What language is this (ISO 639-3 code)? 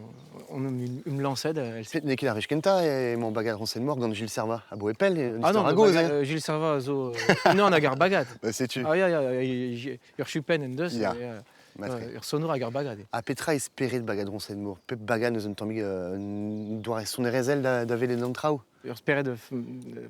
bre